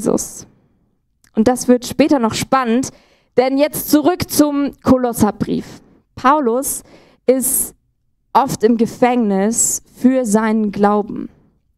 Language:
Swiss German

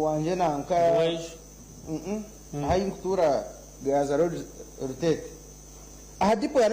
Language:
Nyankole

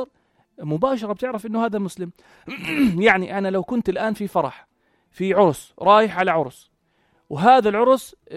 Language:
North Levantine Arabic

